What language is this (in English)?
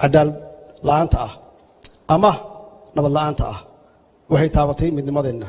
Somali